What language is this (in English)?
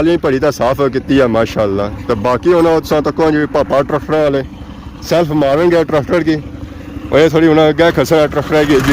Pahari-Potwari